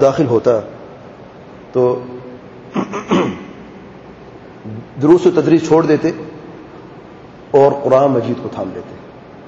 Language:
Urdu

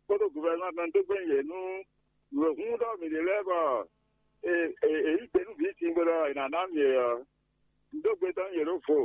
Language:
Fon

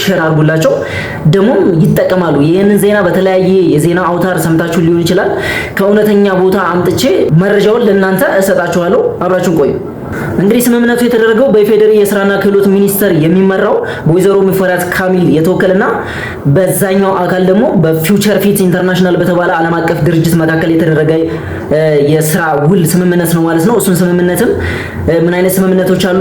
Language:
Amharic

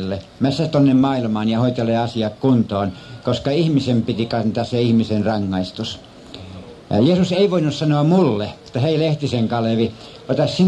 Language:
Finnish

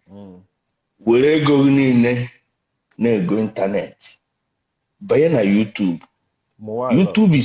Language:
Igbo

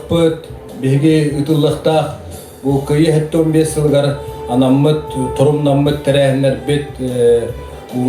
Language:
Yakut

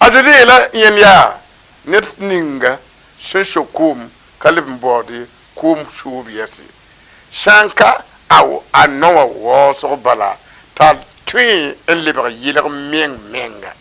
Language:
Mossi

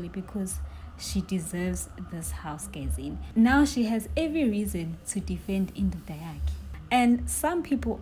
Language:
Zulu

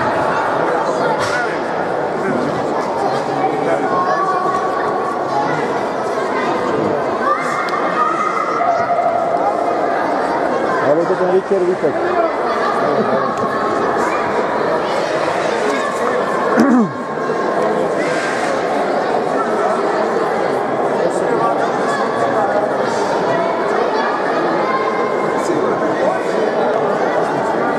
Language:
Czech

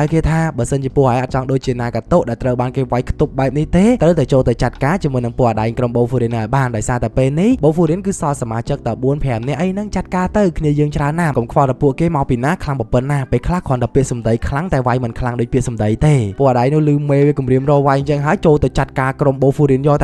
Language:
Khmer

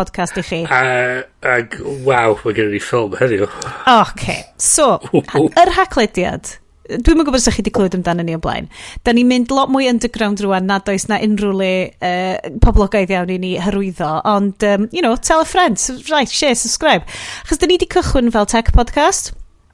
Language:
Welsh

